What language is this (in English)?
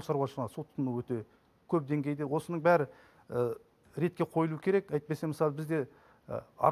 Kazakh